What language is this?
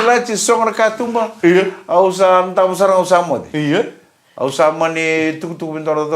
Fijian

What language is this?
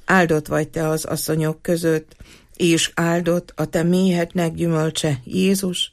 Hungarian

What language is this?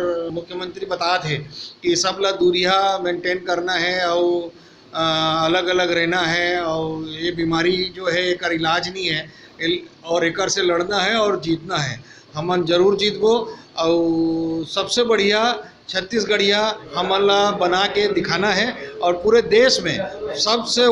Chhattisgarhi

